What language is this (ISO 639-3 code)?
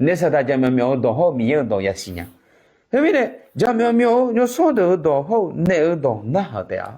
ahk